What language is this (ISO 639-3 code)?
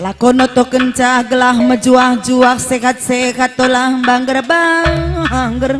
btx